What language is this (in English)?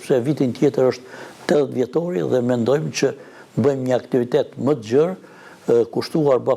Albanian